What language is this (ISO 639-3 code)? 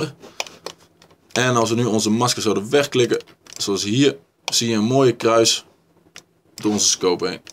nld